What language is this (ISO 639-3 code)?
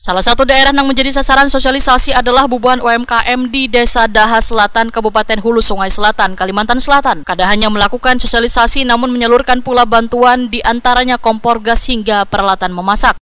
bjn